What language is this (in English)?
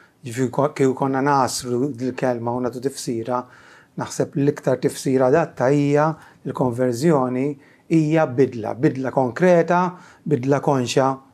Maltese